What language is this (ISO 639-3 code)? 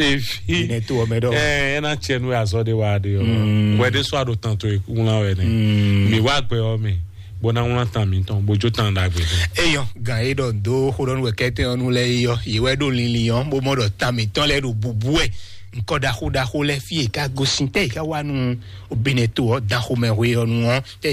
fon